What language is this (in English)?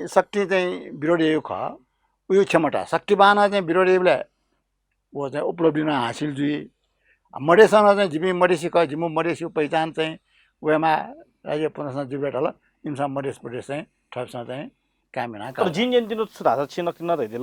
Newari